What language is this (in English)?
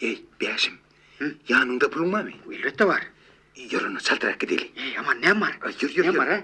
Turkmen